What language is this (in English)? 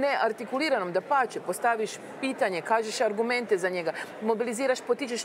Croatian